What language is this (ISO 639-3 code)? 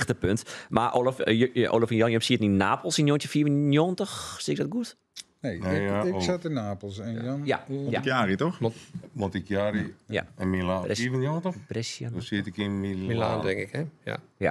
fry